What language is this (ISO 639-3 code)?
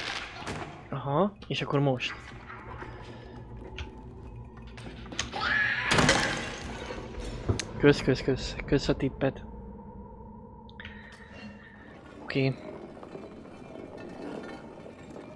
hun